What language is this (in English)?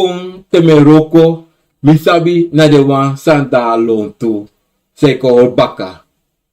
Sranan Tongo